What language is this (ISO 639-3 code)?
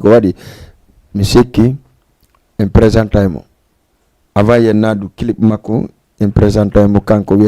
ful